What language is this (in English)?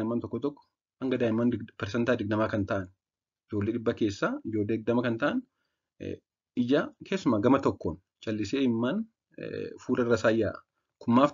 Oromo